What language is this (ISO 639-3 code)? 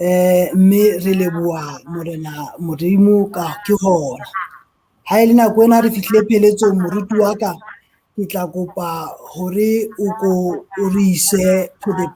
sot